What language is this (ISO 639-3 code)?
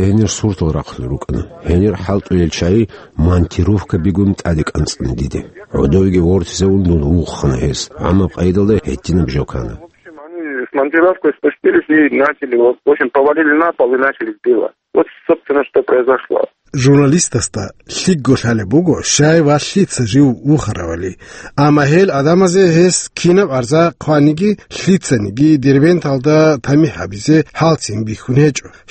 ava